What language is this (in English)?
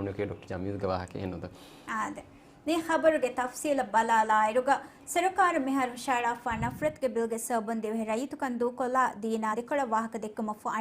Divehi